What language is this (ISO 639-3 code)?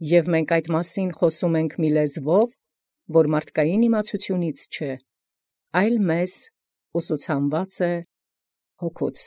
hye